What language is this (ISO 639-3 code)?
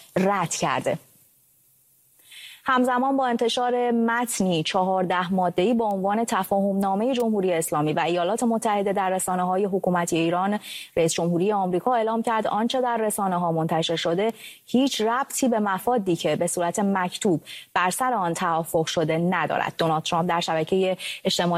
fas